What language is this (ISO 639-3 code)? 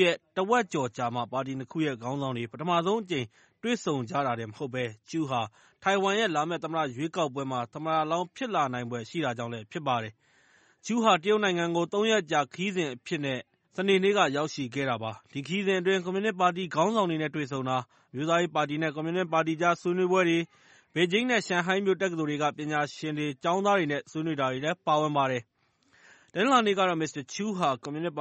mya